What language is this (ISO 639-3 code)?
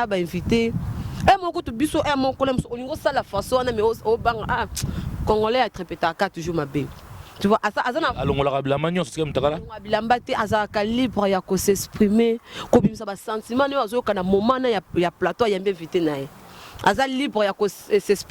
lin